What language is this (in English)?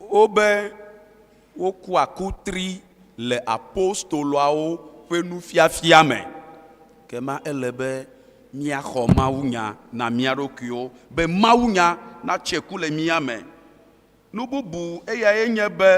Ewe